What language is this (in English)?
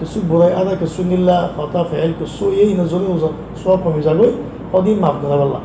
Rohingya